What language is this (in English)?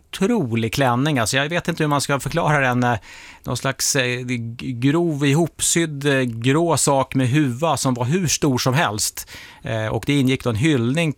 Swedish